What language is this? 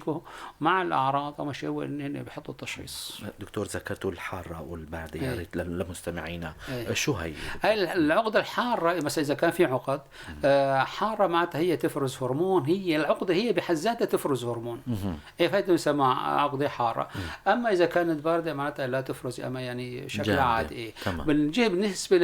North Levantine Arabic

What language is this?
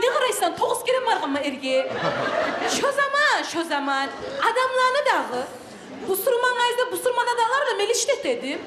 Kumyk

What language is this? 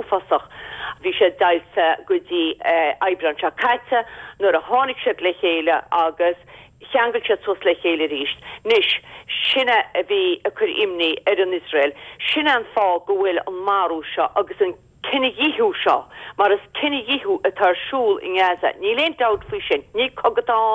Irish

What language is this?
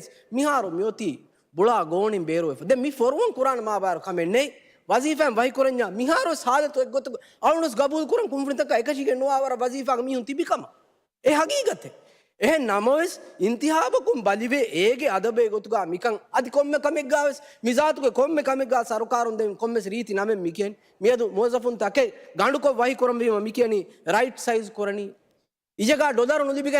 Divehi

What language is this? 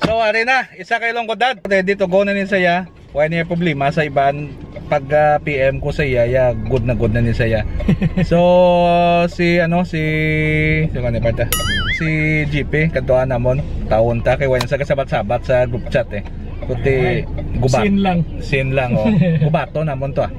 Hiligaynon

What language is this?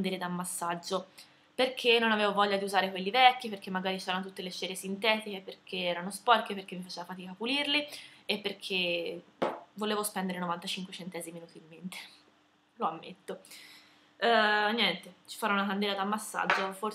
Italian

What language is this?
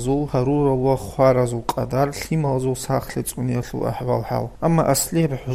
Avaric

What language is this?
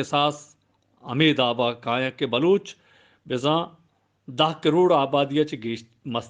Eastern Balochi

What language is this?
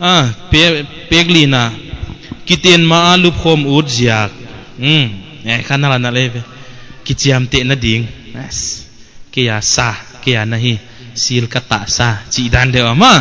Paite Chin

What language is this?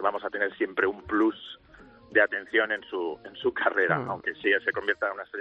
Spanish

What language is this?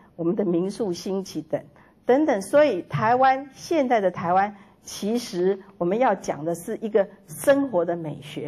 Chinese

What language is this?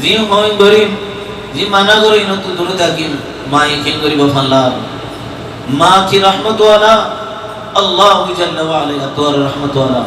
Rohingya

